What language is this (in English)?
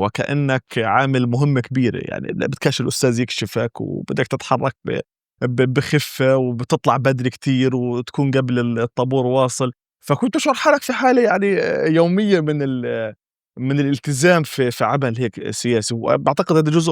North Levantine Arabic